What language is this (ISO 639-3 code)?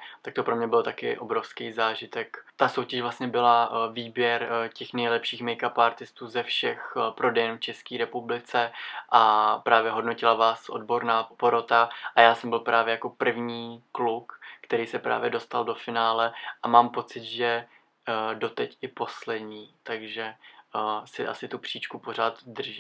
ces